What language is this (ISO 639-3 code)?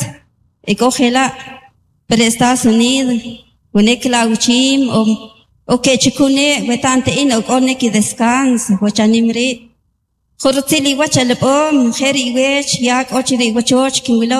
cak